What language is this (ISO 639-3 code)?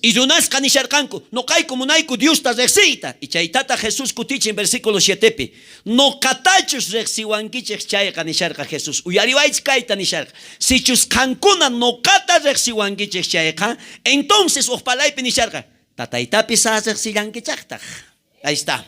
quh